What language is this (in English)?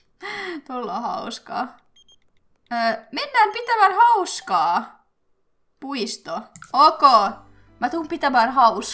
Finnish